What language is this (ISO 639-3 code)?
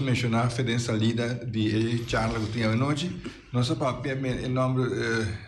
pap